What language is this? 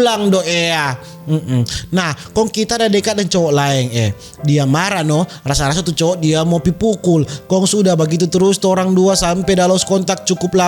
Manado Malay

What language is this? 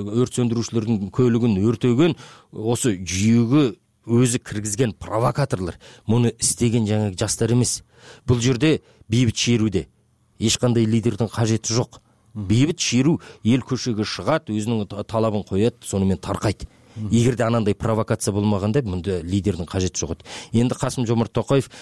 Kyrgyz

